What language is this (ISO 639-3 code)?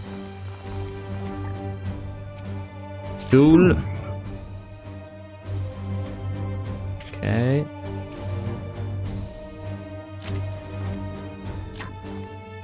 ita